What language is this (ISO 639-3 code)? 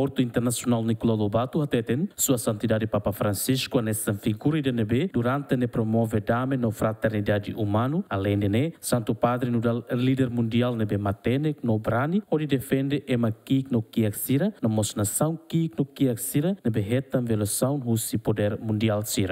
tet